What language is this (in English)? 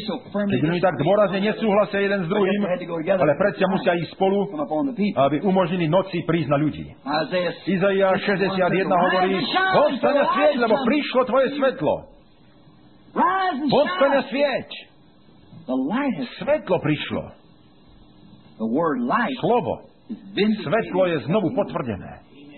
Slovak